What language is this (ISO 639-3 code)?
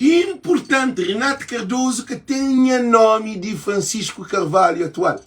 kea